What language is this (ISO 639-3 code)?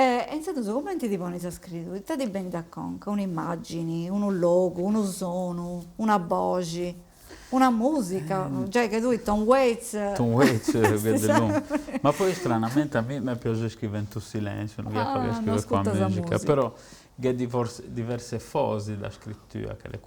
srd